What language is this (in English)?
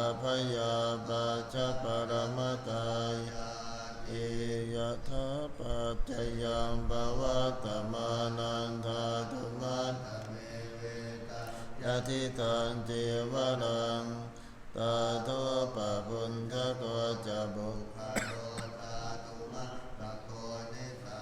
Pali